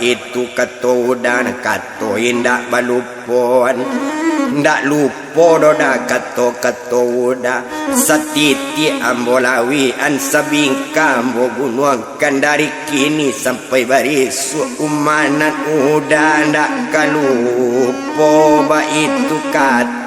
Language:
Minangkabau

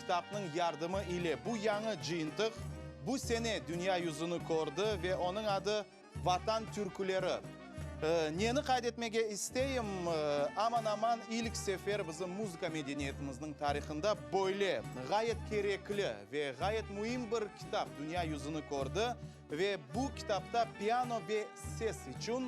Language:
Crimean Tatar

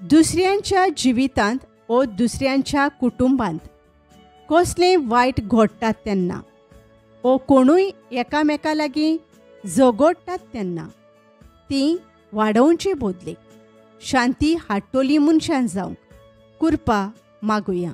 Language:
Konkani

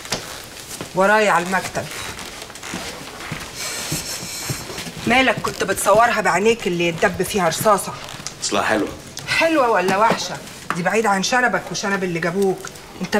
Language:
Egyptian Arabic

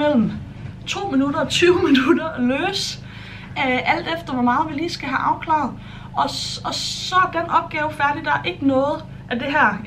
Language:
Danish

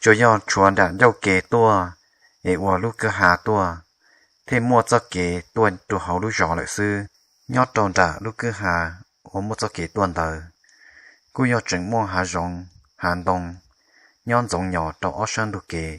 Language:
Hmong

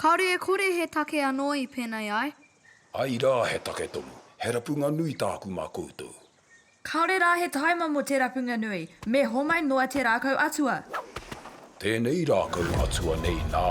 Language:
Māori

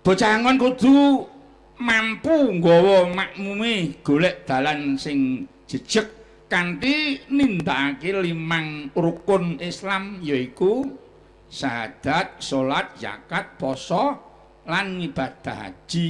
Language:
Javanese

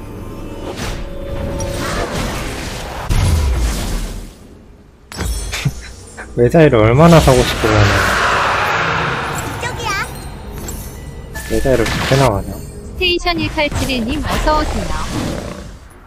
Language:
Korean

